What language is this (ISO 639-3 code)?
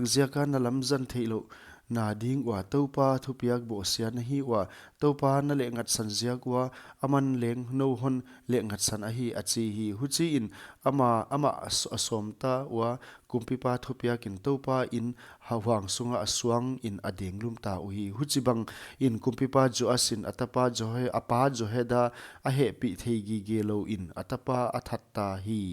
pck